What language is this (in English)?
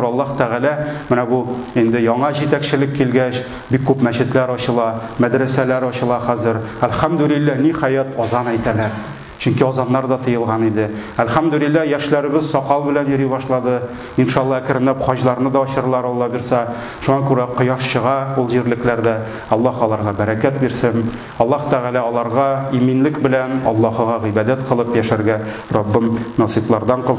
Tatar